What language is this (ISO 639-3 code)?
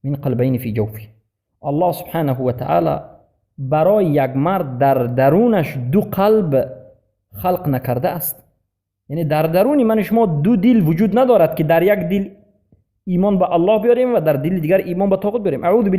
fas